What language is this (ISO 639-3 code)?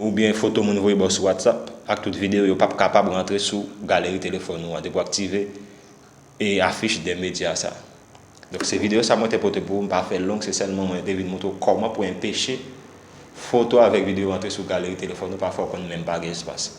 hat